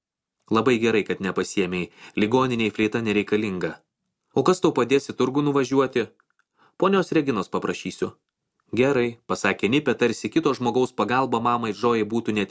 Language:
Lithuanian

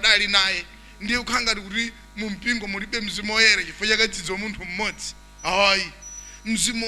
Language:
Nyanja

